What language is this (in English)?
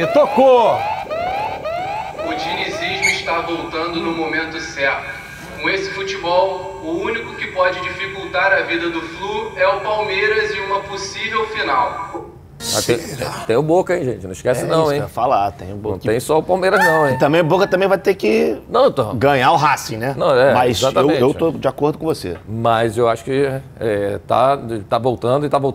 Portuguese